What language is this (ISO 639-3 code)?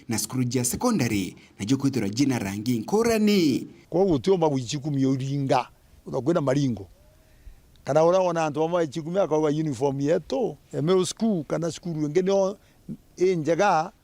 mer